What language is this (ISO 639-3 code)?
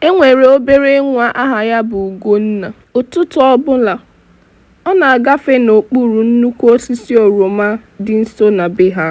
ibo